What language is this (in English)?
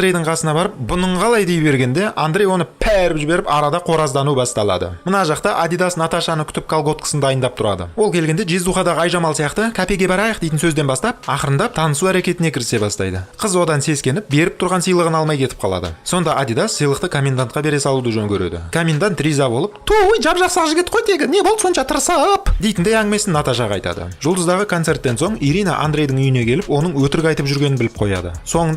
Kazakh